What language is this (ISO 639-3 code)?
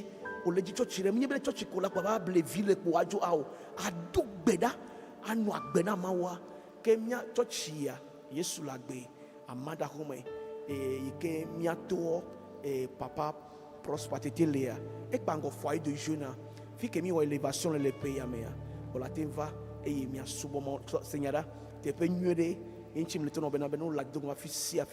ewe